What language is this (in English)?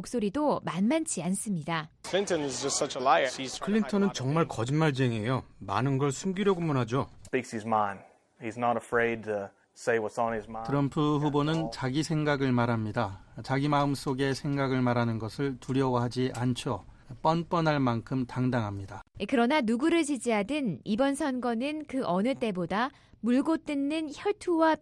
Korean